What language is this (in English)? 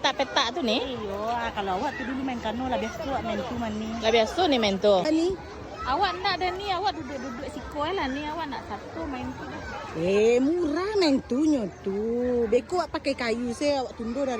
Minangkabau